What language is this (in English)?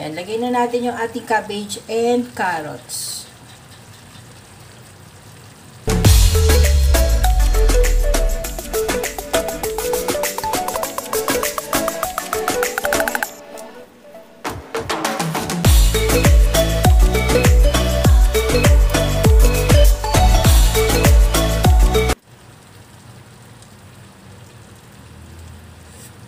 Filipino